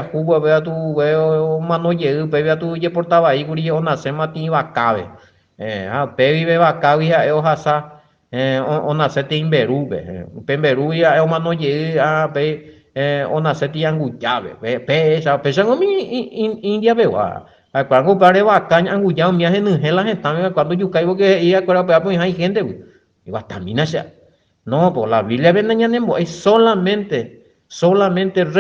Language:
Guarani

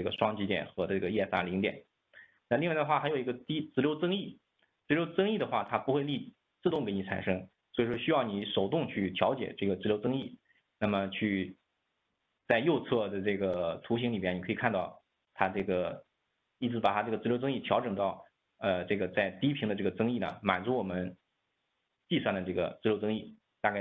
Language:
Chinese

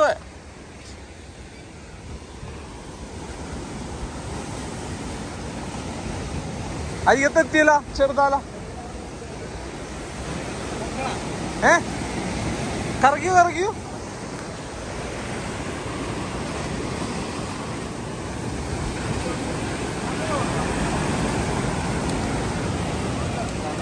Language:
Malayalam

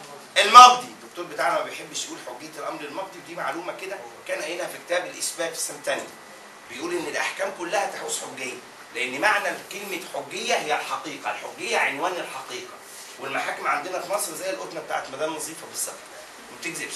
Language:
Egyptian Arabic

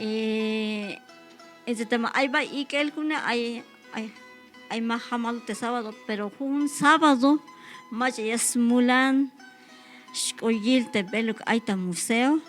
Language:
Tzeltal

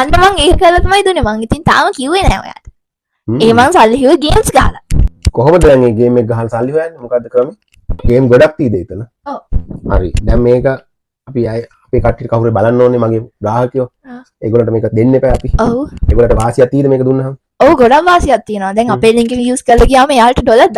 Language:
Sinhala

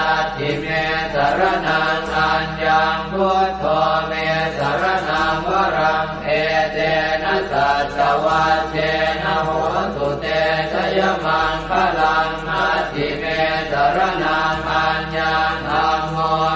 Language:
Pali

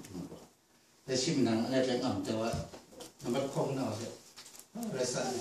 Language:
Kachin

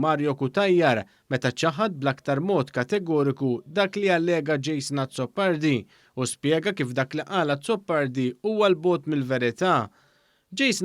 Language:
Maltese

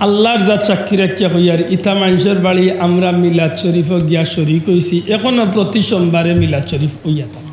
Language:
Sylheti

